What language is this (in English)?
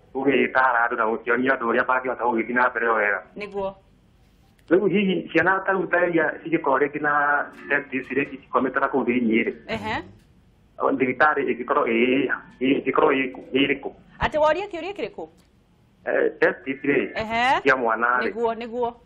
Kikuyu